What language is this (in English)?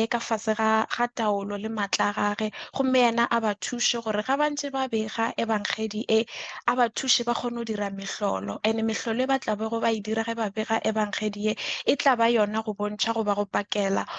Northern Sotho